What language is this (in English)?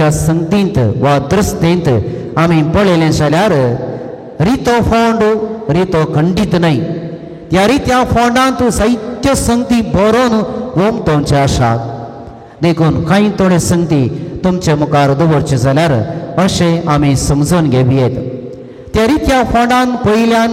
Konkani